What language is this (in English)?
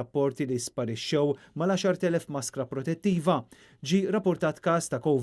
Maltese